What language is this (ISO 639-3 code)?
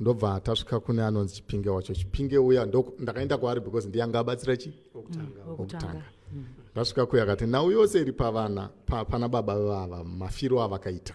sna